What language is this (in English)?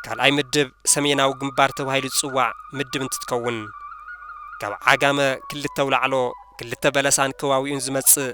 Tigrinya